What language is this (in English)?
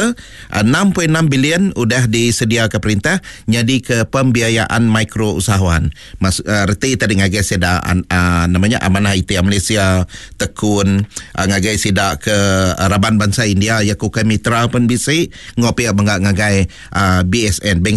Iban